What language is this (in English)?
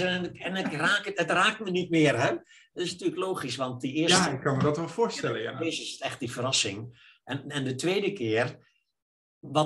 Dutch